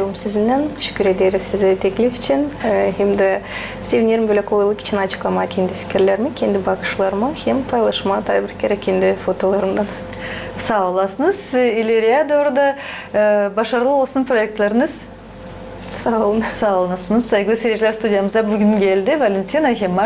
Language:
Gagauz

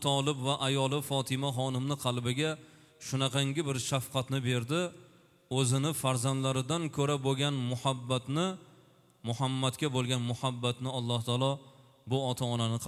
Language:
Uzbek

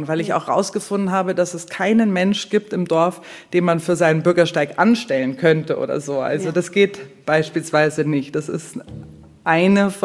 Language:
German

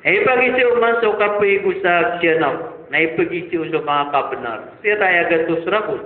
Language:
Maranao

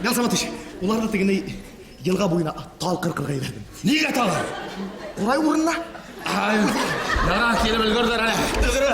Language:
Bashkir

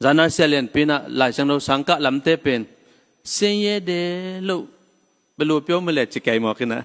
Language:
Tedim Chin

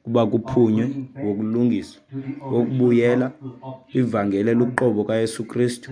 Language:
Xhosa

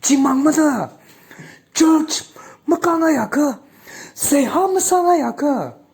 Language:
Tangkhul Naga (India)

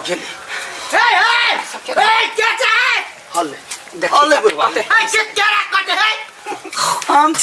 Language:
Maithili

